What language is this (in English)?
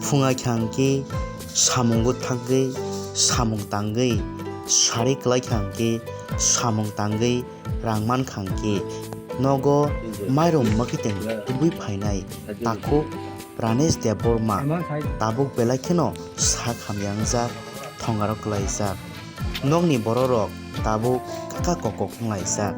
Kok Borok